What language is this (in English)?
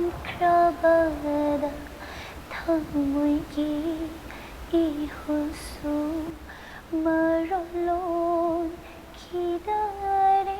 Manipuri